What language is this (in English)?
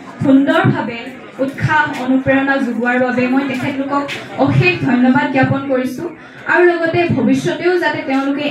Assamese